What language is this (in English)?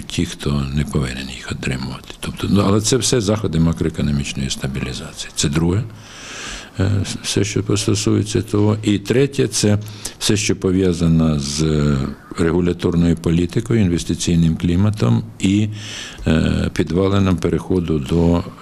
Ukrainian